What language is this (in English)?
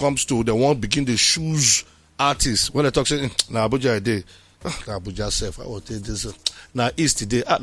Nigerian Pidgin